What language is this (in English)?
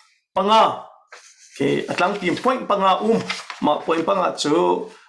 Hakha Chin